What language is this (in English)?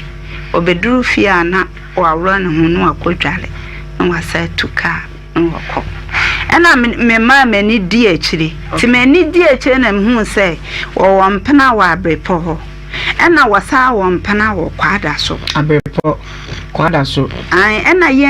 Akan